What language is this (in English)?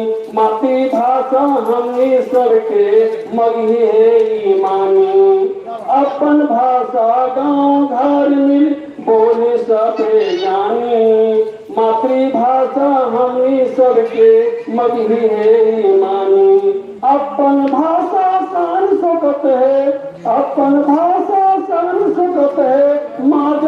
Magahi